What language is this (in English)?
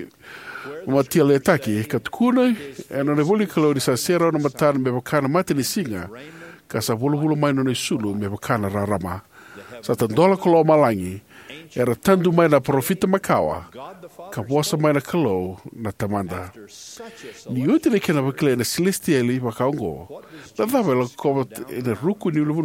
Fijian